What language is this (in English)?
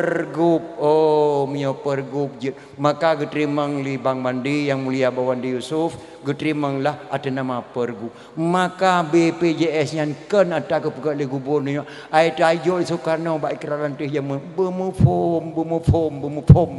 Achinese